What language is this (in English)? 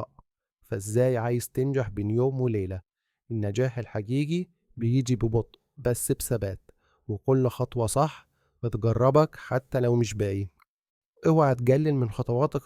Egyptian Arabic